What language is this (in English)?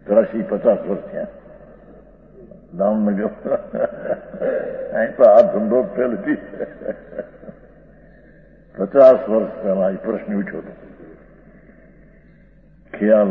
Gujarati